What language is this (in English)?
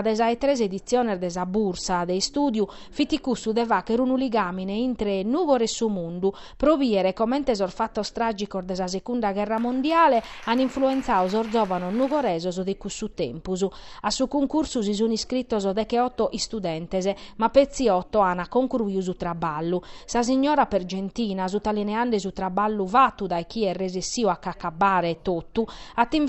Sardinian